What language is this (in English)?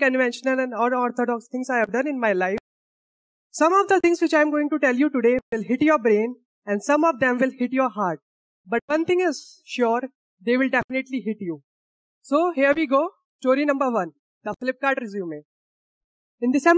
English